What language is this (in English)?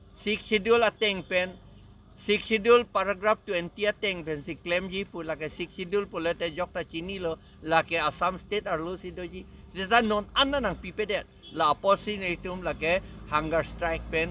Karbi